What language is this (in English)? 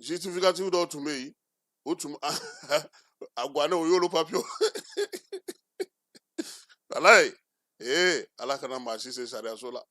Bambara